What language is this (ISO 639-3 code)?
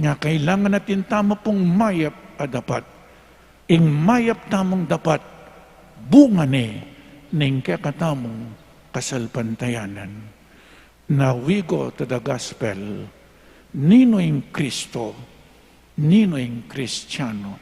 pam